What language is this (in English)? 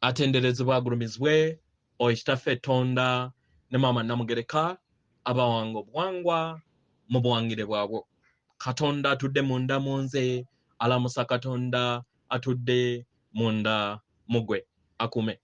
Ganda